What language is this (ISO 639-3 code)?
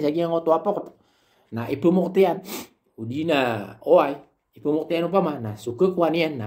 mrw